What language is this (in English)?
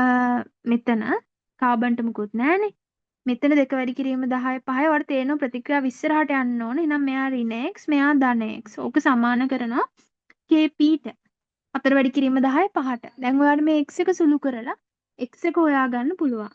Sinhala